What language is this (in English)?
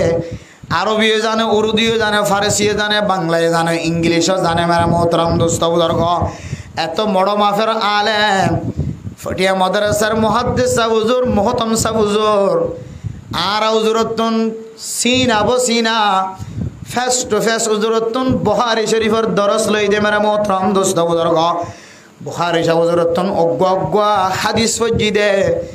Rohingya